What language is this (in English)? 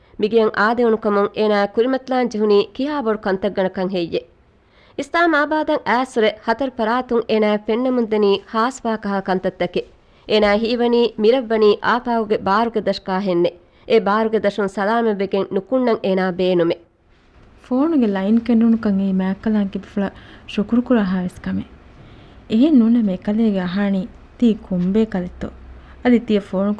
Divehi